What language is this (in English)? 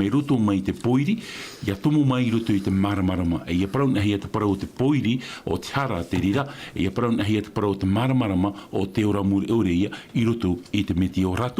Tahitian